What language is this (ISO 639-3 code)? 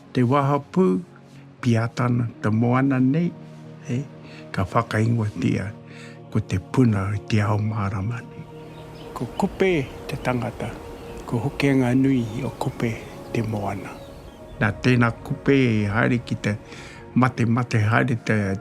mri